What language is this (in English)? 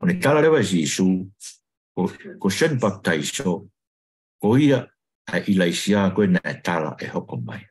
Tongan